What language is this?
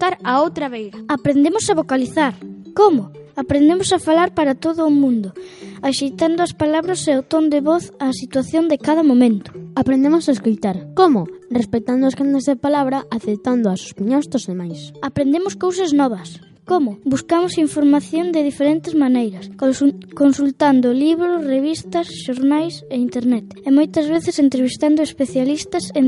Galician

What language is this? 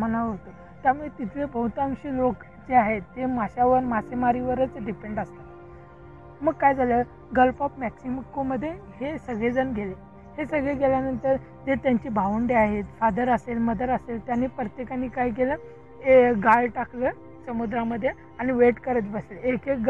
Marathi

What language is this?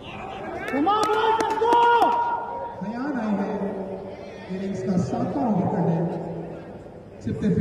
Hindi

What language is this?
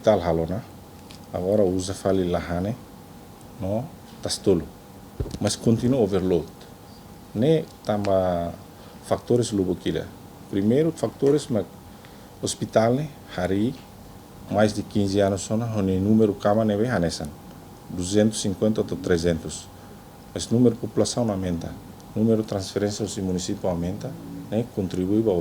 Tetum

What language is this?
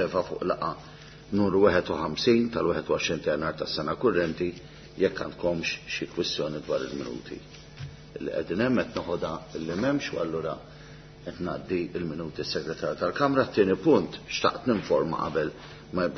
Maltese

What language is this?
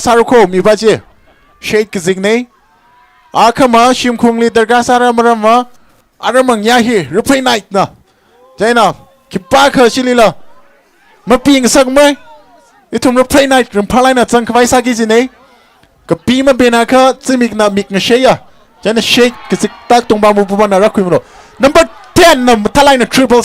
Tangkhul Naga (India)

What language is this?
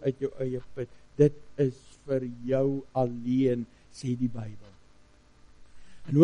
Afrikaans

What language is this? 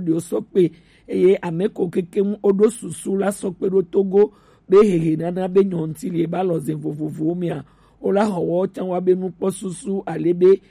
Gen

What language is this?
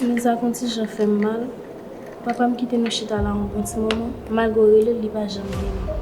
Haitian Creole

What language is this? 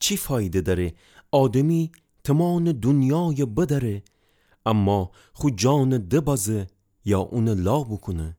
Gilaki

